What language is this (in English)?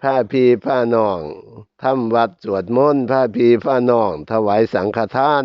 Northeastern Thai